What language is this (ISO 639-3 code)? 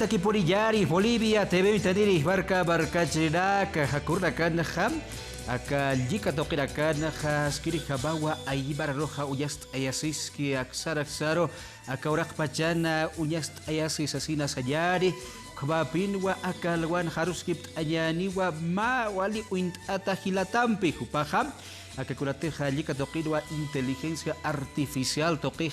aym